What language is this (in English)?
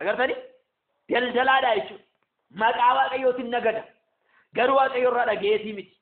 Oromo